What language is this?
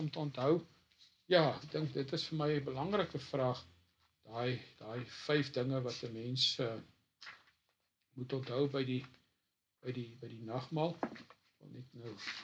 Afrikaans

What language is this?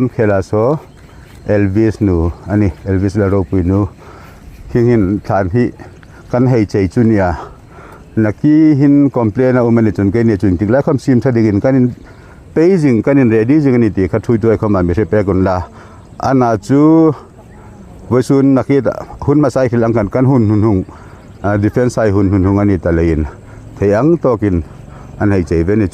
Hmar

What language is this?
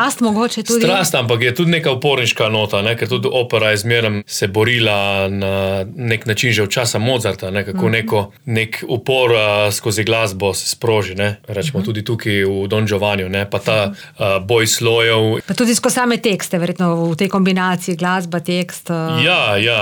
Slovenian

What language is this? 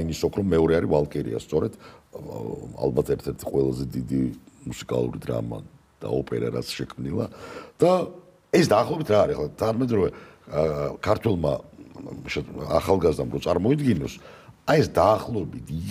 Georgian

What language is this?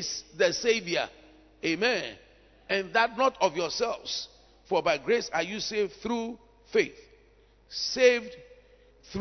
English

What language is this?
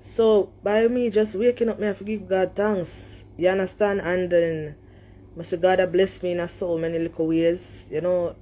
Jamaican Creole English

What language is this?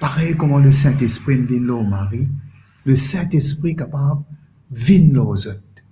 Morisyen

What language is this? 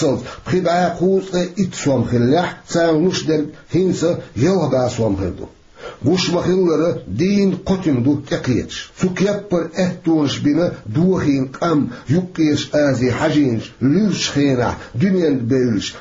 Chechen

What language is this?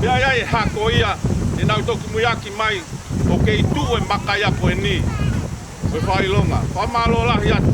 Tongan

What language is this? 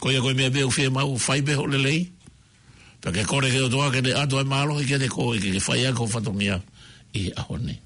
Tongan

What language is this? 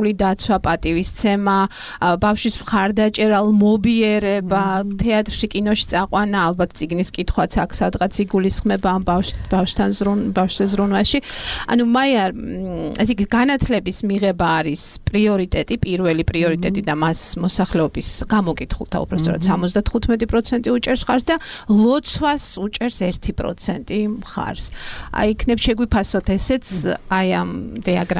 Georgian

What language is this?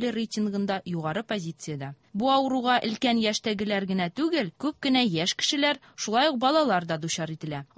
Tatar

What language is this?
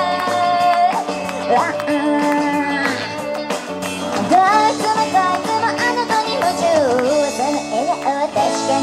Japanese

